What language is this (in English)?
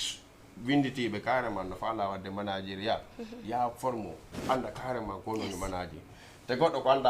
Fula